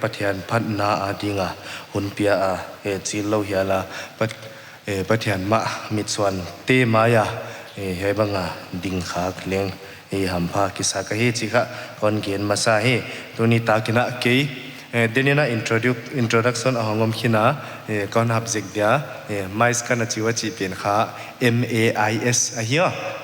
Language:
Paite Chin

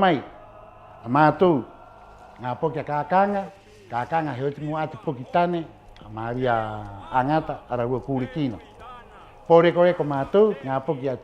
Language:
Rapanui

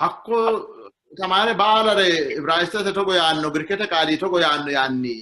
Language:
Sidamo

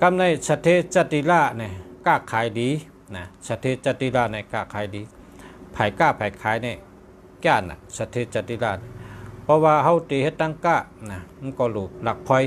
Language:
Shan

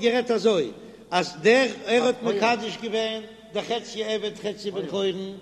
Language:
Yiddish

